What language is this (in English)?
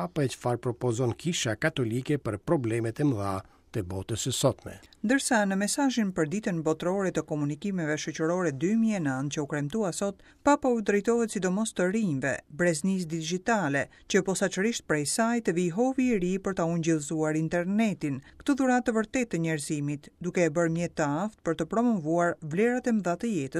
Albanian